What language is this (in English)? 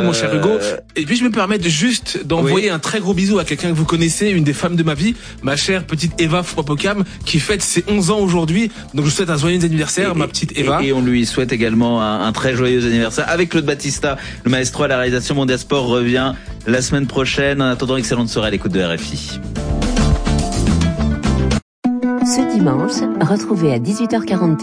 French